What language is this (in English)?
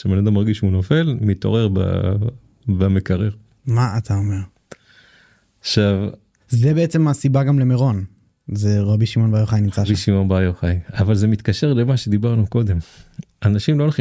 Hebrew